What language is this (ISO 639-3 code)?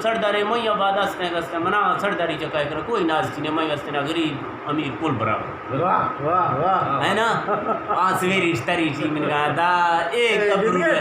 bgp